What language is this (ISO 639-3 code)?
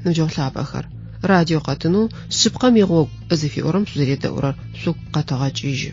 ady